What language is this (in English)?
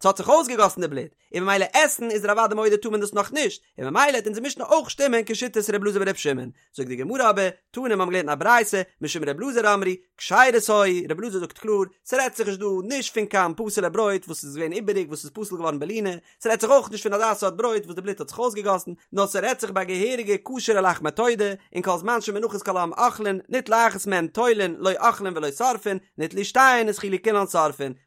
Yiddish